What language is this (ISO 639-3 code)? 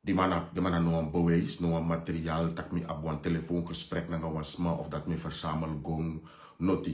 srn